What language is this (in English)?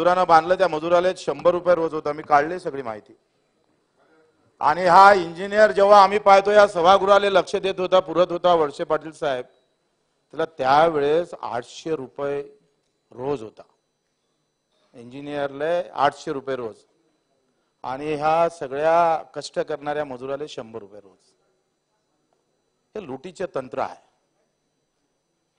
Marathi